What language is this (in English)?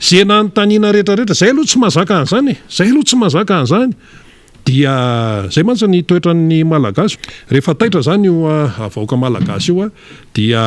Malagasy